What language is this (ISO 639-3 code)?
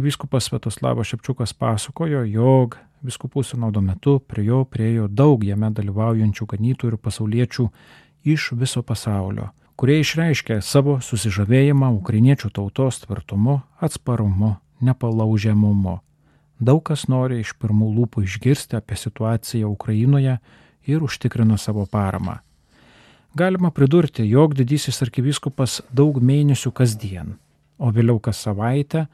lit